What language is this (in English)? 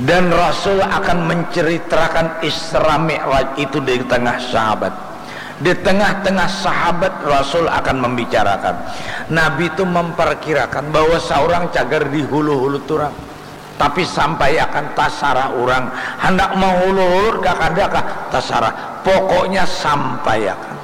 Banjar